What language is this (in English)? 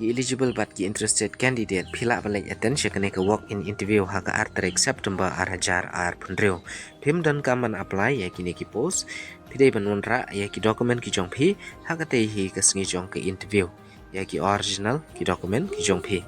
Khasi